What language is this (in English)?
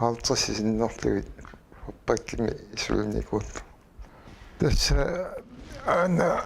Kalaallisut